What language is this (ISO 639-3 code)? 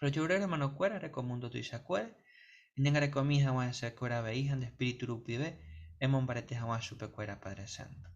grn